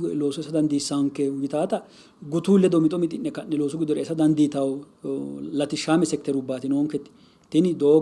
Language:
Sidamo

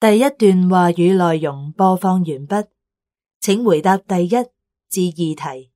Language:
Cantonese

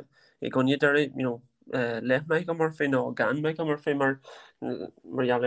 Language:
Irish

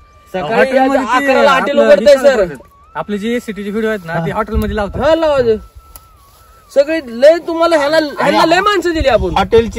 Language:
Marathi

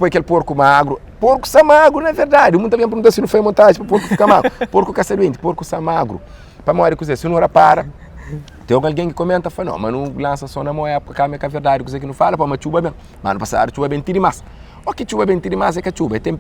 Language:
Kabuverdianu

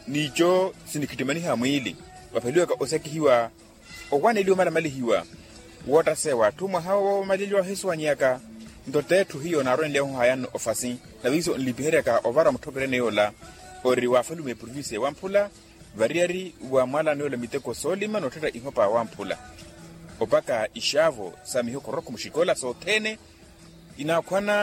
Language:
Makhuwa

